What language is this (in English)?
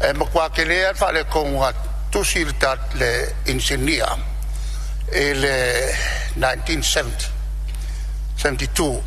Samoan